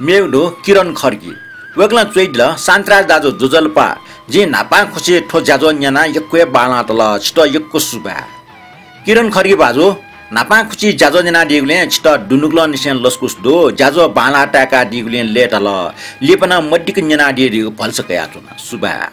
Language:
Newari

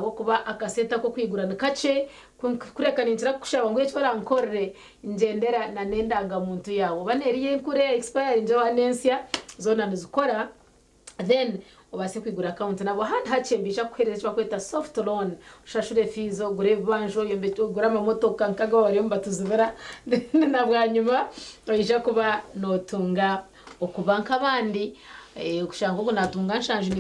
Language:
Nyankole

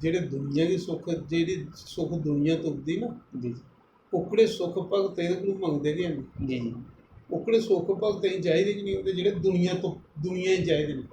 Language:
Dogri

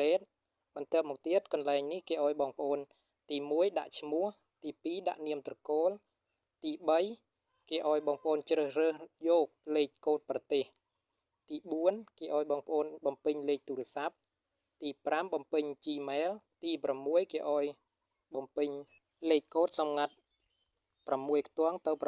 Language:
Khmer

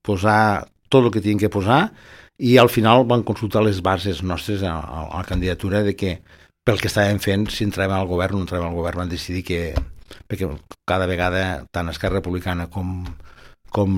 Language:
Catalan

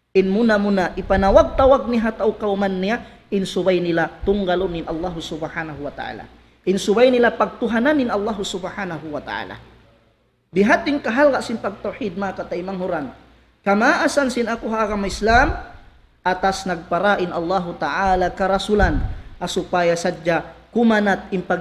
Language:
Tausug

